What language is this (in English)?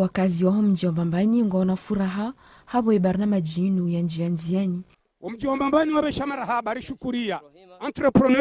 Ngazidja Comorian